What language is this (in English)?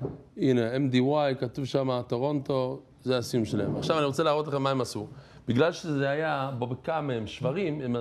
Hebrew